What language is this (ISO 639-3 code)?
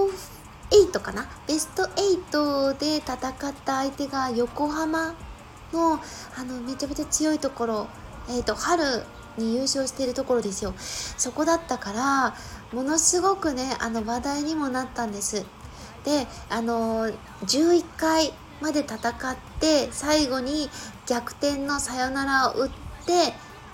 jpn